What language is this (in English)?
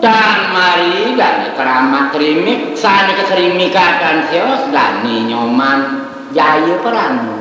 Balinese